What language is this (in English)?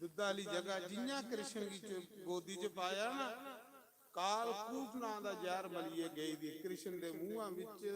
Dogri